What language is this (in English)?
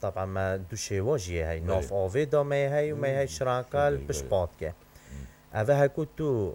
Kurdish